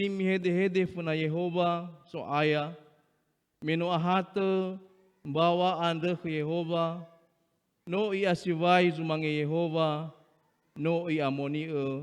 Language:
Nias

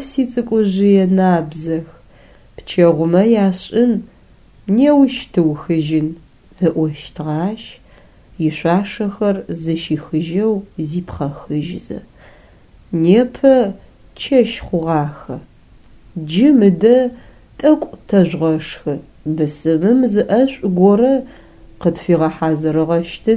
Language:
Adyghe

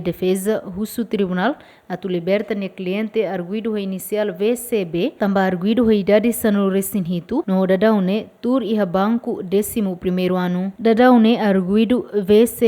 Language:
Tetum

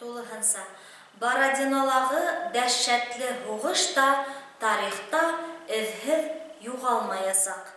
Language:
Bashkir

